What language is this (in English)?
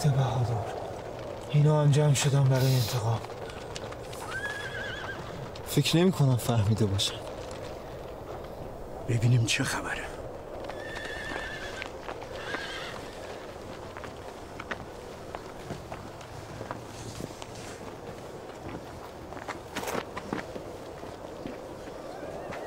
Persian